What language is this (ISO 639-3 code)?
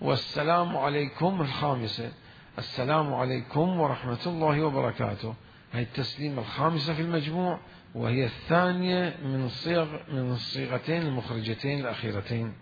acm